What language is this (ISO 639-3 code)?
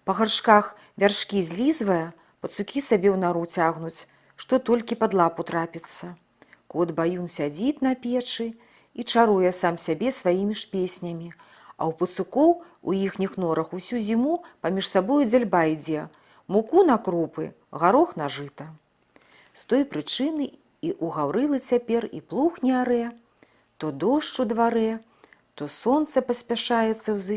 bel